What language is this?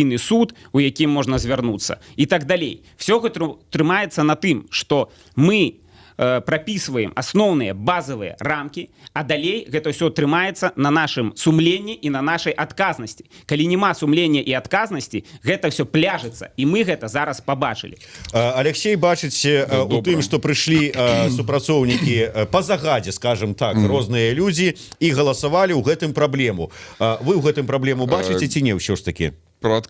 Belarusian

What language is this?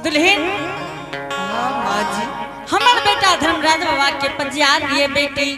Angika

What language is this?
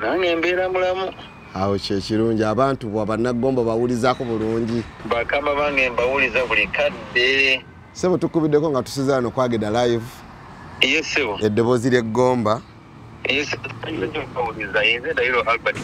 Ganda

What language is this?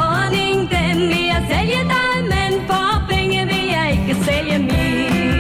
Danish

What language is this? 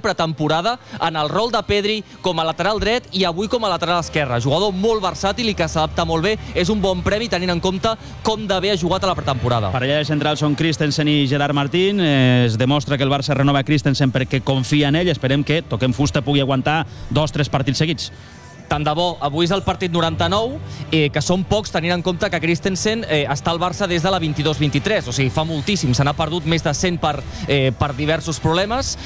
Catalan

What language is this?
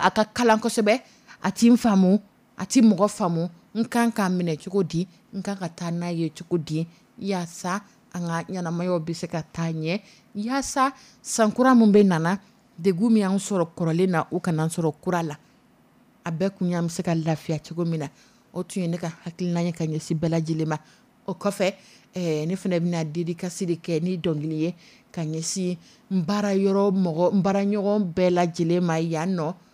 Dyula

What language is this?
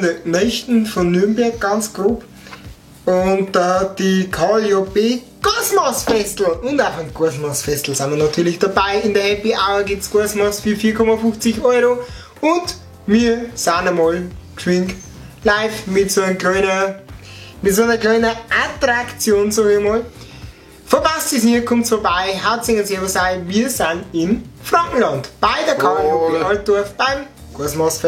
Bavarian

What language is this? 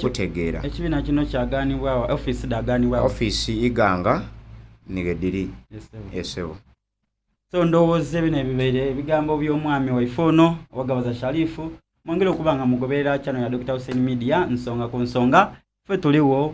Soga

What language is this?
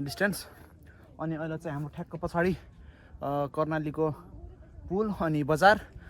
Nepali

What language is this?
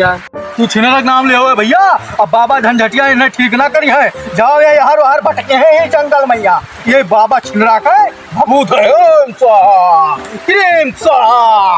Awadhi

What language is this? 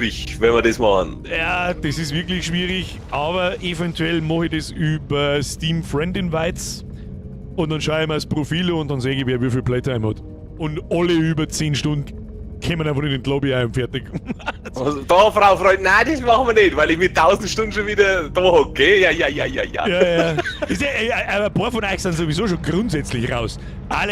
Bavarian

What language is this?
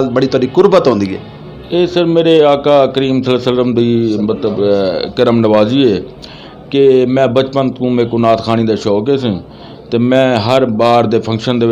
Saraiki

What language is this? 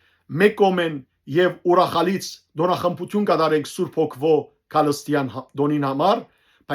Western Armenian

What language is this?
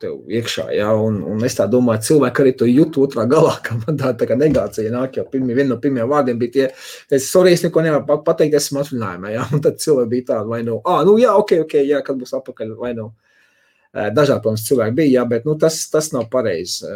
Latvian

